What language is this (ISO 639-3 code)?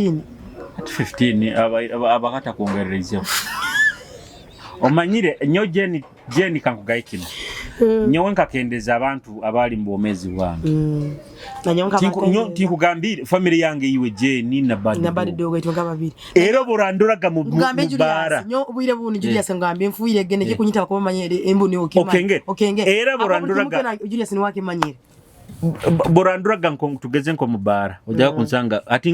nyo